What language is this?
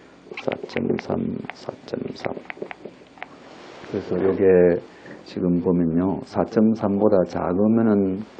Korean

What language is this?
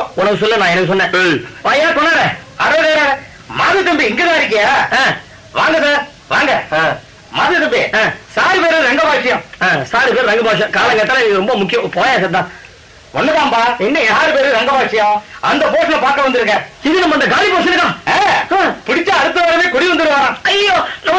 Tamil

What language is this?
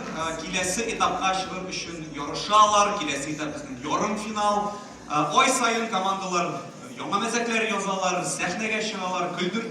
Tatar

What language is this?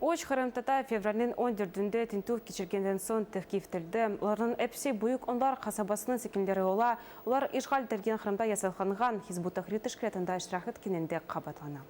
Crimean Tatar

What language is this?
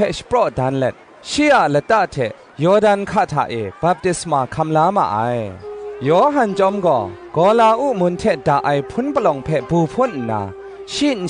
Kachin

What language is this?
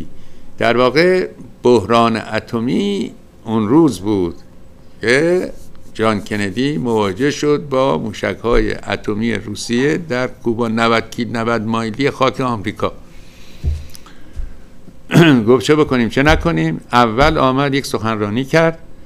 Persian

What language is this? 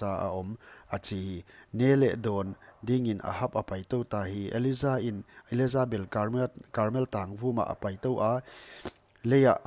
Paite Chin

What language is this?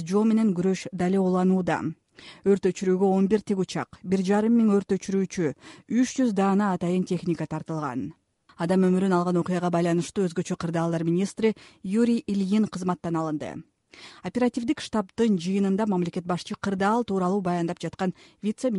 Kyrgyz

